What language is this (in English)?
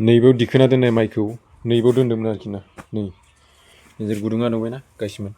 Bodo